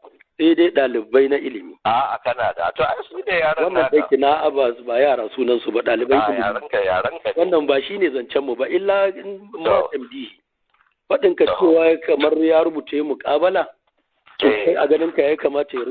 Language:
Hausa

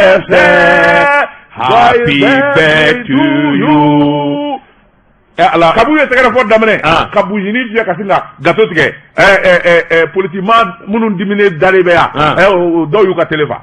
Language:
Bambara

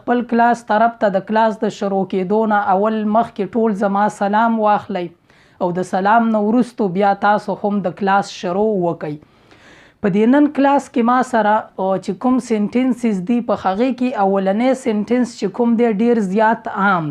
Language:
Pashto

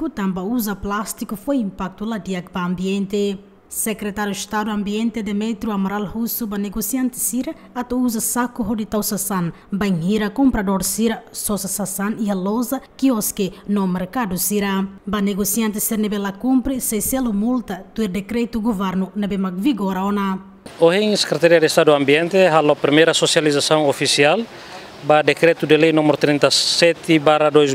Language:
Tetum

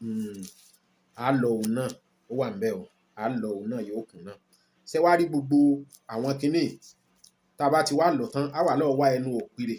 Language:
Yoruba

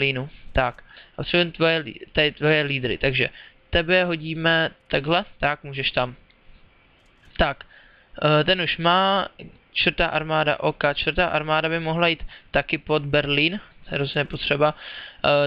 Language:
Czech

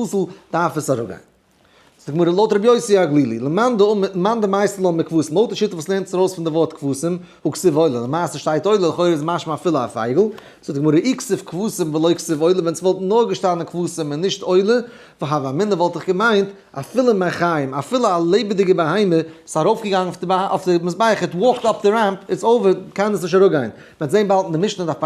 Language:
Yiddish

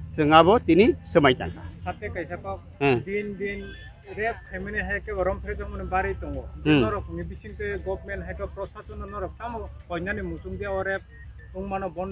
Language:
Kok Borok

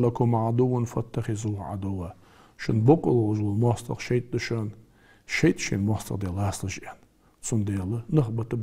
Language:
Ingush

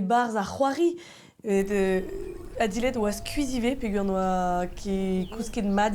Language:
Breton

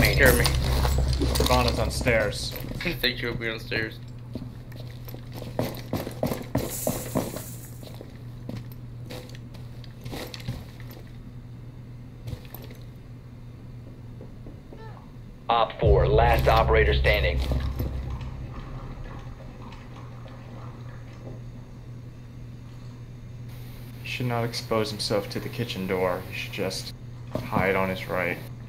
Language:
English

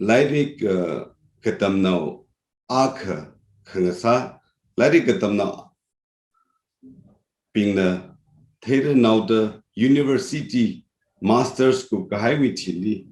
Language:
Tangkhul Naga (India)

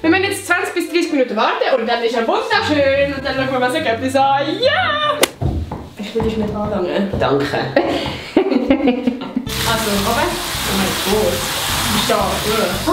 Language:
Swiss German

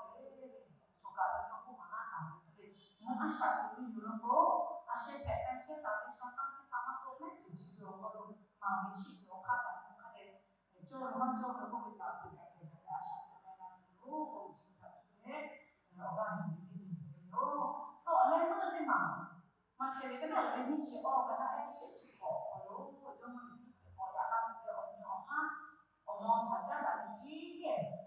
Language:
Lahu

